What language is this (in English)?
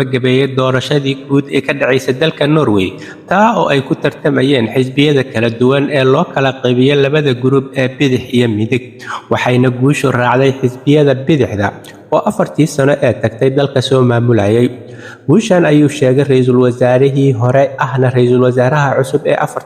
Somali